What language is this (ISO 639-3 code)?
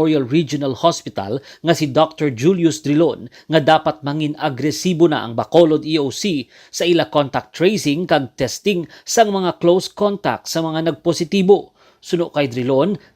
hil